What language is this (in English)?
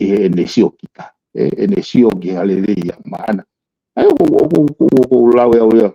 Tongan